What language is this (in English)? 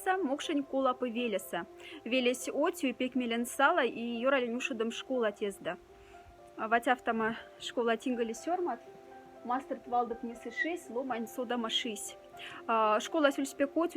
Moksha